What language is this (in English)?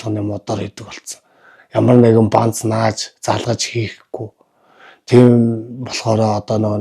Mongolian